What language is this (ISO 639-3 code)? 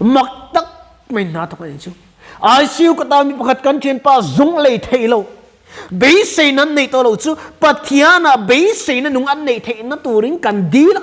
lus